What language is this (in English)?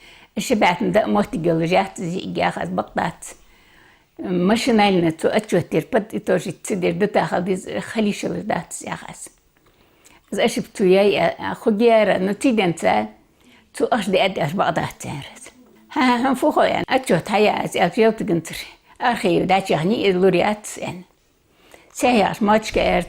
Ingush